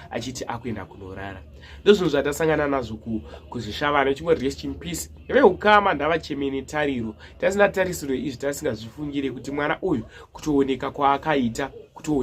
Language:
Shona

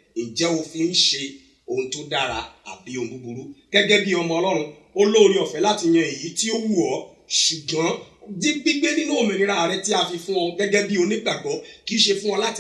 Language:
Yoruba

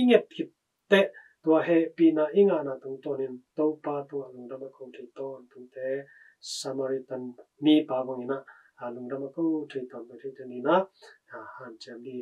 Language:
Tedim Chin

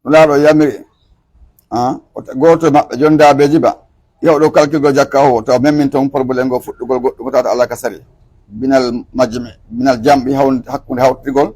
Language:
Pular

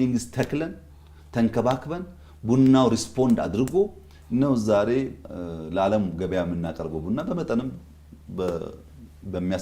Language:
Amharic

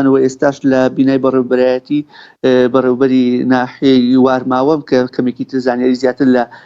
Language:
Central Kurdish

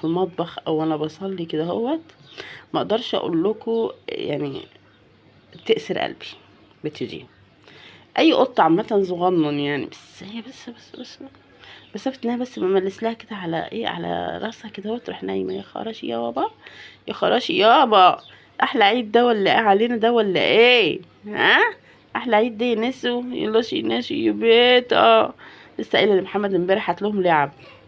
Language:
Egyptian Arabic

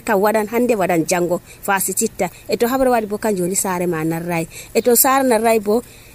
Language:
Nigerian Fulfulde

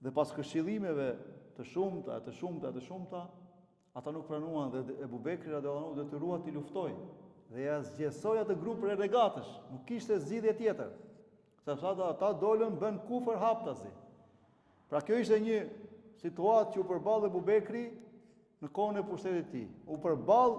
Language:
Albanian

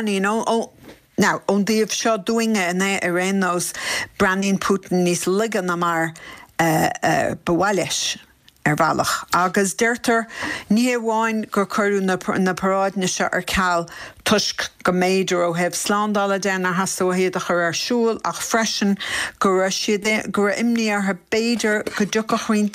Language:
Irish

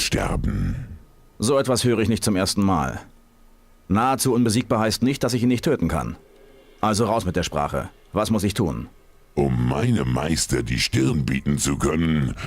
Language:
Bavarian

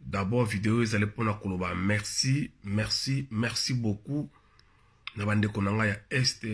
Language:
Lingala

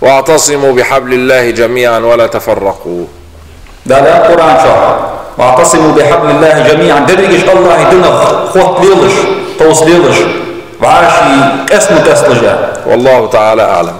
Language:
Ingush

